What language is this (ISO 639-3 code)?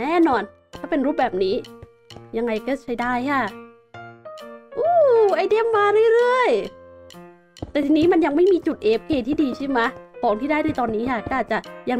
tha